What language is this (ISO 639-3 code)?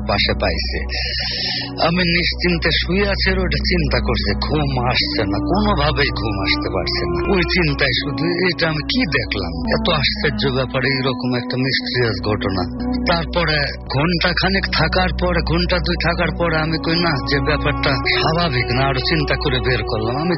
ben